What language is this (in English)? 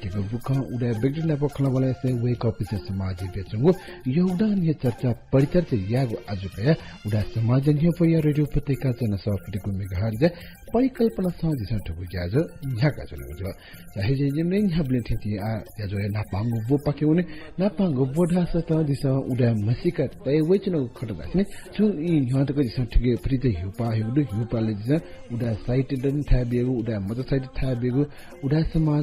Newari